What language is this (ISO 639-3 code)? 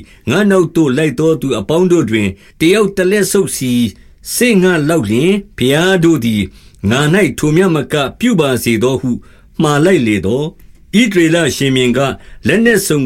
mya